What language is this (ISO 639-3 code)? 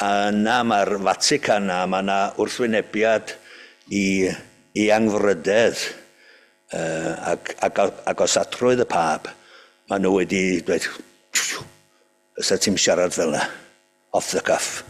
cym